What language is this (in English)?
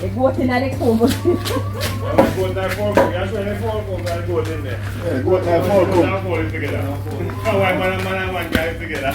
Jamaican Creole English